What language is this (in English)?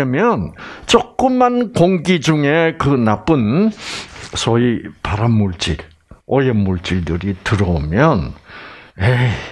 Korean